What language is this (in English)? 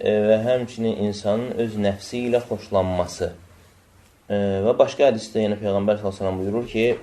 Azerbaijani